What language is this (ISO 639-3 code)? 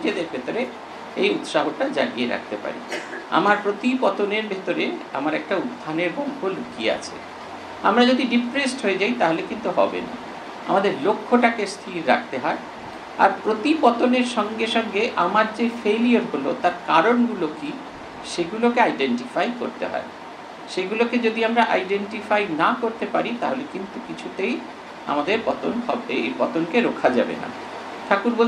ben